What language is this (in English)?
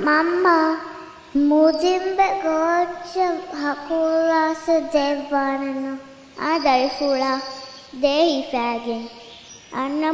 Divehi